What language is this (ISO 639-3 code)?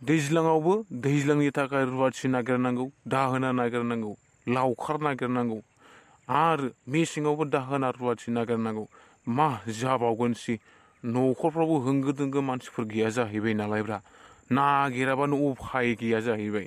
brx